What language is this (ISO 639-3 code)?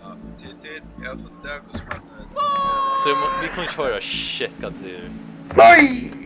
fao